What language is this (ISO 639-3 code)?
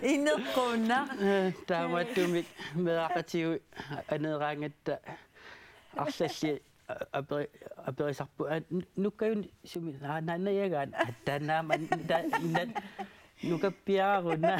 kal